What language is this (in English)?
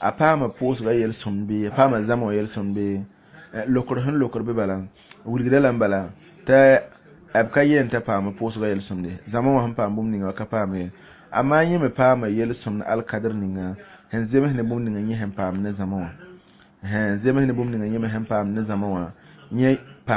Mossi